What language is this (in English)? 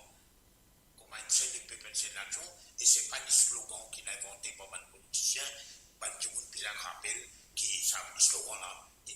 Morisyen